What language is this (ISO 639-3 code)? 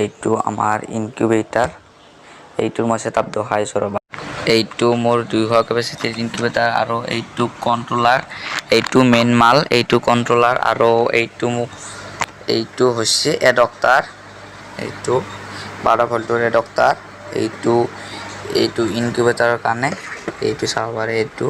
asm